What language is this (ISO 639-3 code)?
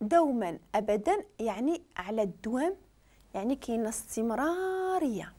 ary